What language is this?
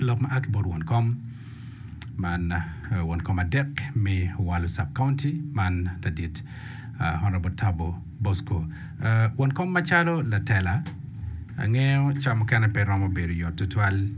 Acoli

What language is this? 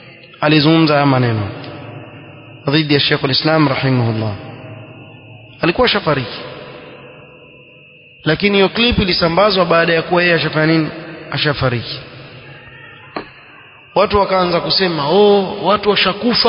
Swahili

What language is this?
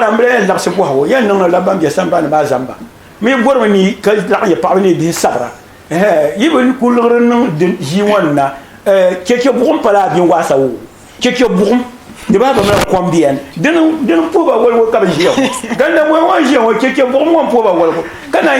Dagbani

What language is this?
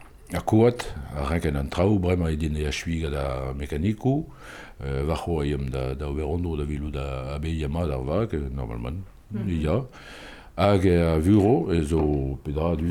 Breton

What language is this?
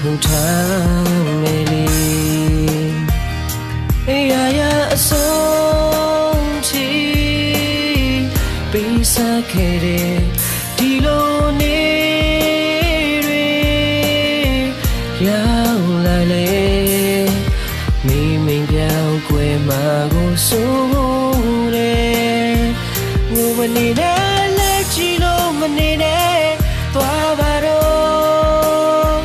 Burmese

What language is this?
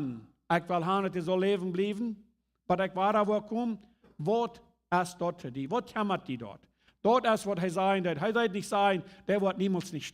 Plautdietsch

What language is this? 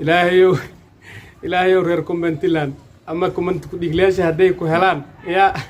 Somali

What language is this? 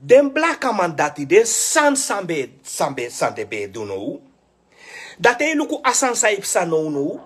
Sranan Tongo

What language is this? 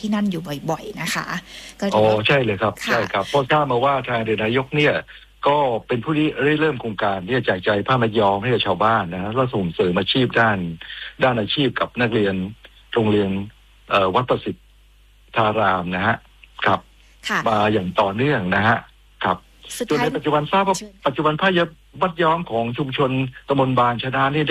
Thai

